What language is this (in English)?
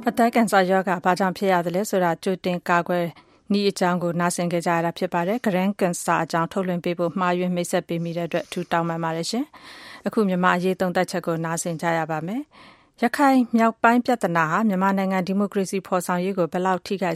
Burmese